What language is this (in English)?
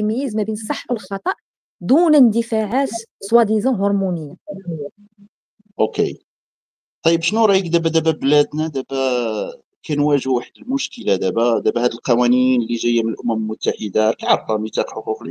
Moroccan Arabic